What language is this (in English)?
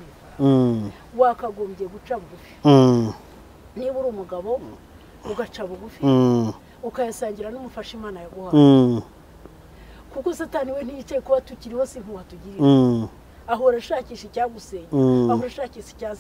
Kinyarwanda